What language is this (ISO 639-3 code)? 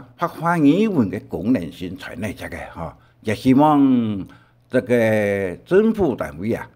hak